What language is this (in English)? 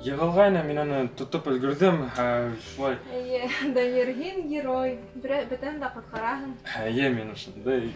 Bashkir